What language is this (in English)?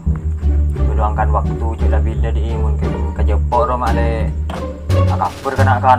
Madurese